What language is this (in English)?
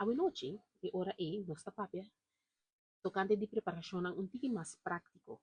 Papiamento